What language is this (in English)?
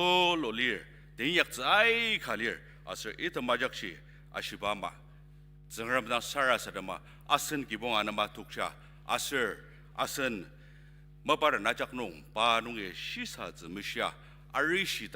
Ao Naga